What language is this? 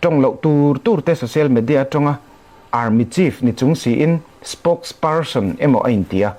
Falam Chin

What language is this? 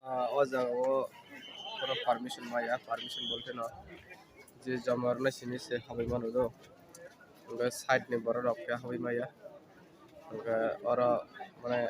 Kok Borok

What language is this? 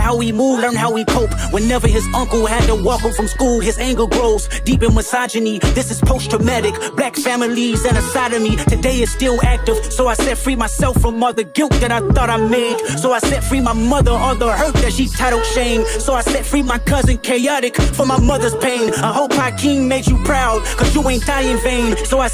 English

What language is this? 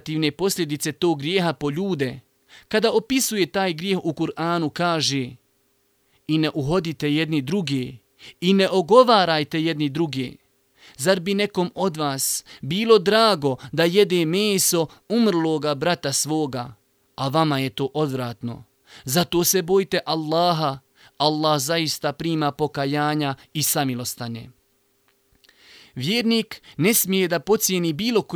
Bosnian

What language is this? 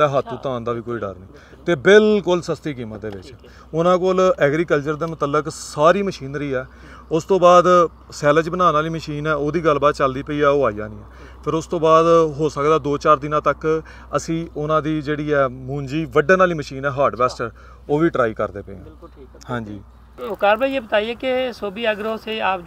Punjabi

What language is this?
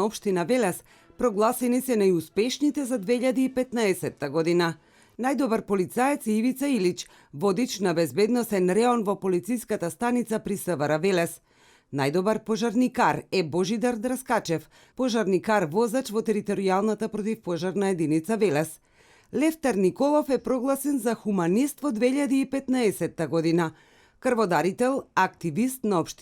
Macedonian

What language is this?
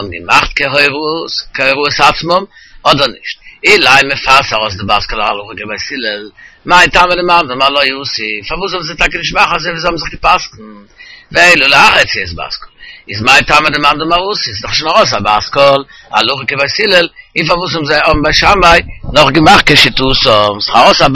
Yiddish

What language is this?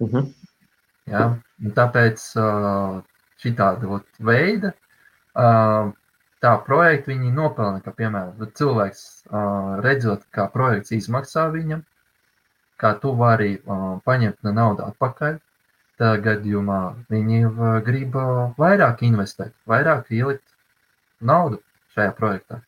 Latvian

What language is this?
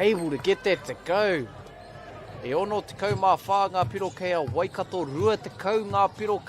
Māori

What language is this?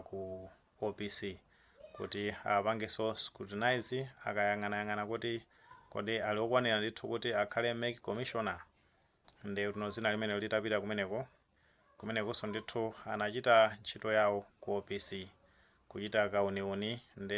Nyanja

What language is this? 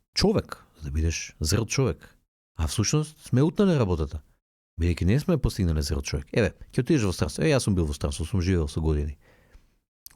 Macedonian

